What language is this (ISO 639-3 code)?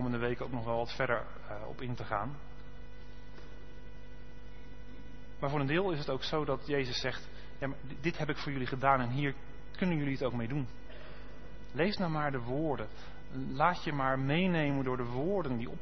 nld